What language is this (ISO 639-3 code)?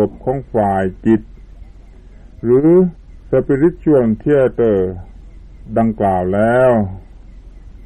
tha